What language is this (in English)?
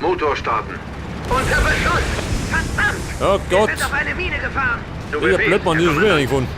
Bavarian